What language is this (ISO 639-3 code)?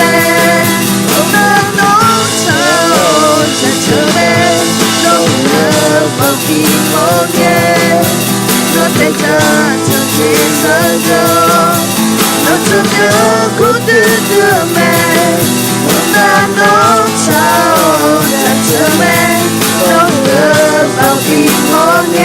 ahk